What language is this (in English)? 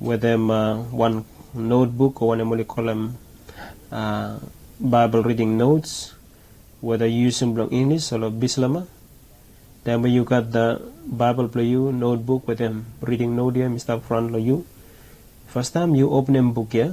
Bislama